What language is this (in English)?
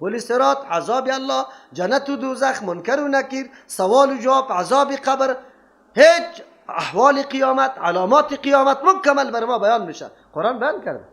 Persian